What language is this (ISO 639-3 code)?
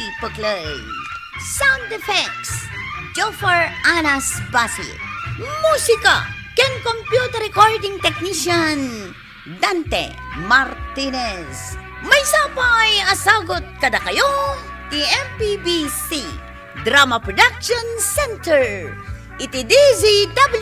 ilo